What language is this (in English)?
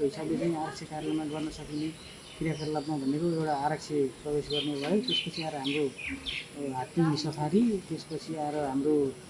Nepali